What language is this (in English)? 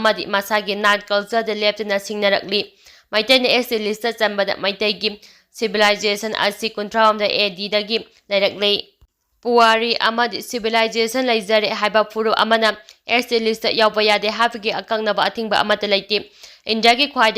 Manipuri